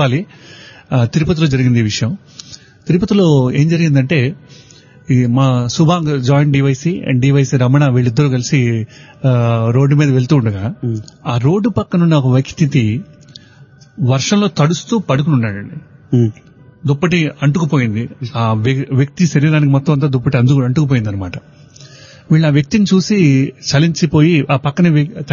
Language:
Telugu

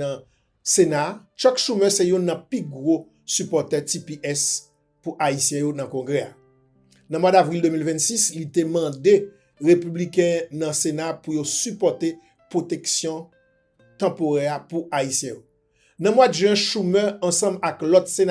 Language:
Haitian Creole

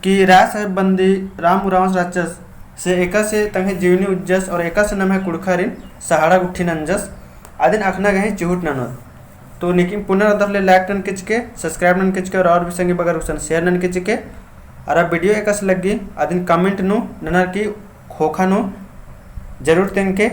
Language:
Kurukh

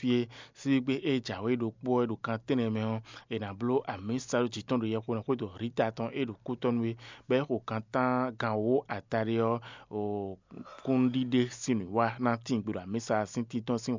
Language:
Fon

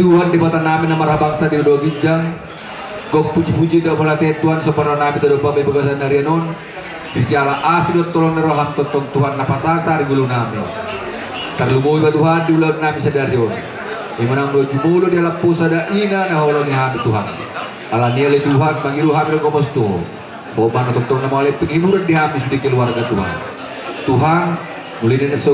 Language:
Batak Toba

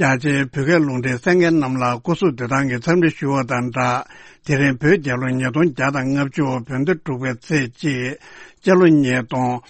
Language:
Tibetan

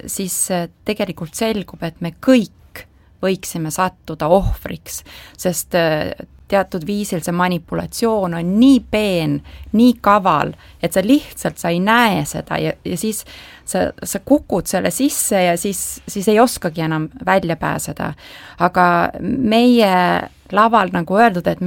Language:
Estonian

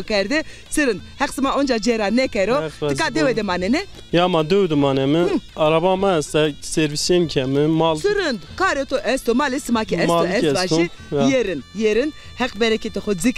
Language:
Zaza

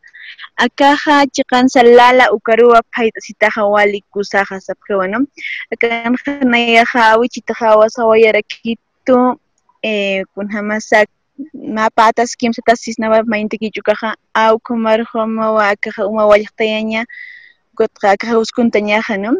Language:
Aymara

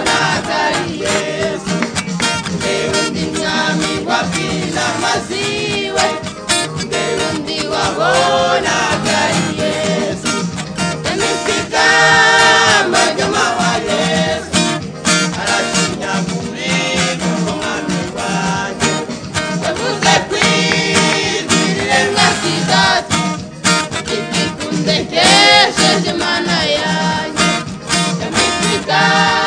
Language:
Kinyarwanda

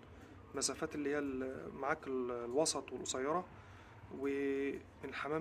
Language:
Egyptian Arabic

